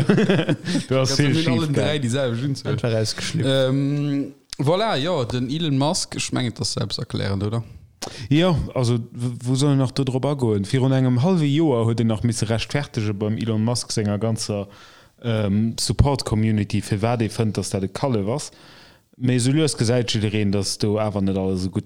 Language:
Luxembourgish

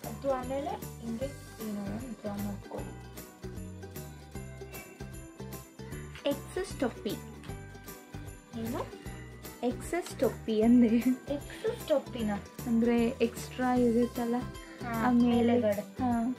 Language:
Kannada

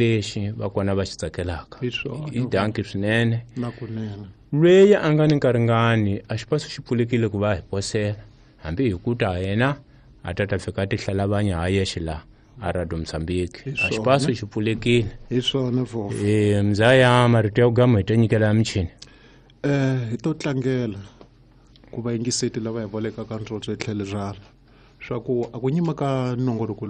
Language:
Tsonga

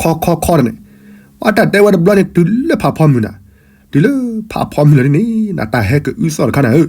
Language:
S'gaw Karen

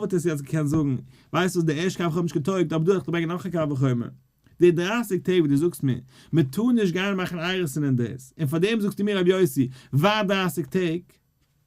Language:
Yiddish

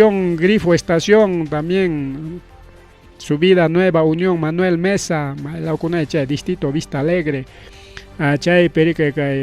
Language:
Ayacucho Quechua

